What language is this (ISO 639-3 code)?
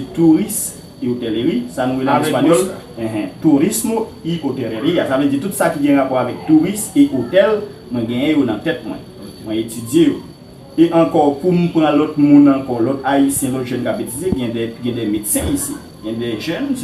hat